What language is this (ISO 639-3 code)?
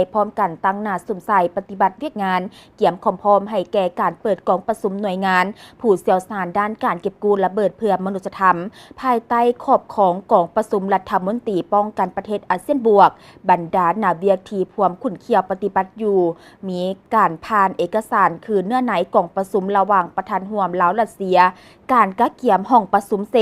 lao